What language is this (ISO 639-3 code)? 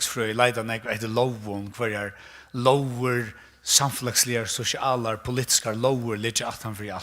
fao